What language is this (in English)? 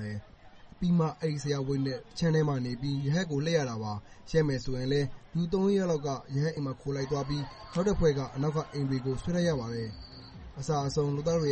Burmese